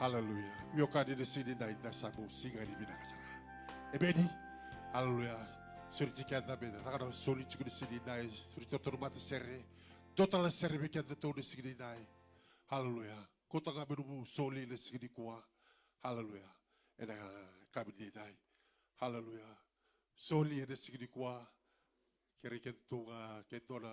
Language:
Fijian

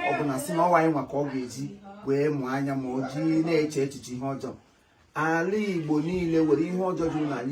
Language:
Igbo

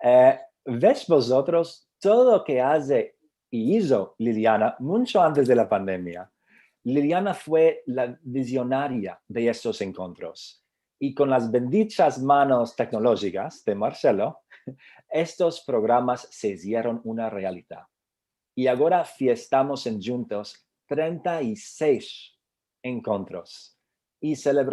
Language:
Ladino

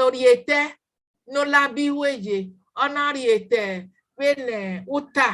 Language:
Bini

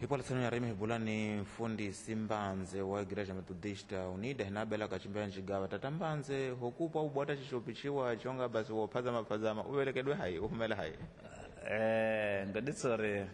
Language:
Tsonga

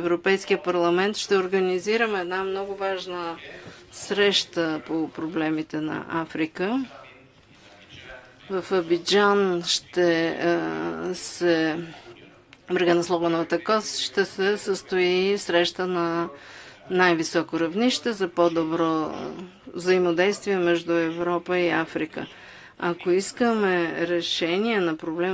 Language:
Bulgarian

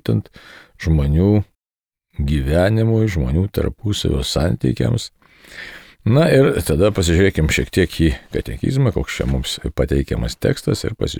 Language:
Lithuanian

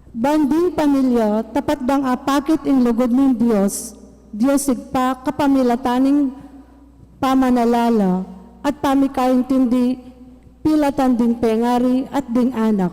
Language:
Pampanga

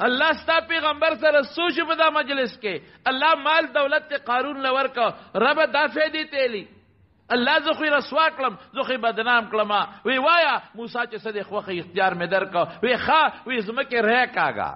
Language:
Pashto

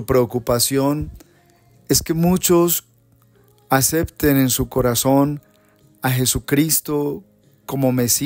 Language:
Spanish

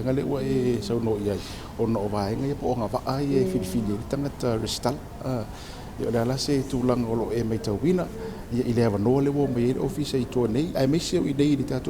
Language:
Samoan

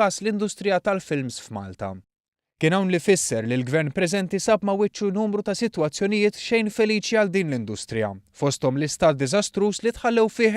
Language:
Maltese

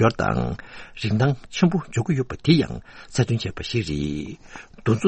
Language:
Tibetan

